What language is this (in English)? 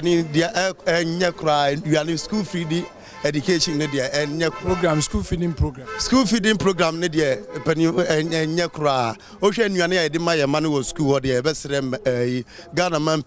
Akan